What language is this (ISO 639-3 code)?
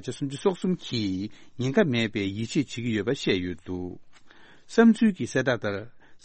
bod